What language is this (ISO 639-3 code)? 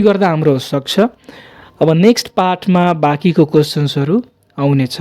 nep